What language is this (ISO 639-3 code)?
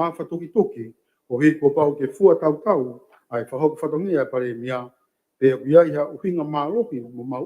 ton